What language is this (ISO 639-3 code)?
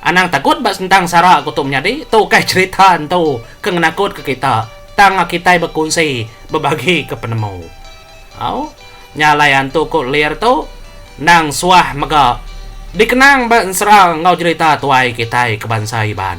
iba